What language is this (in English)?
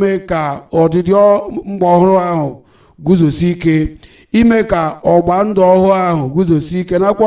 Igbo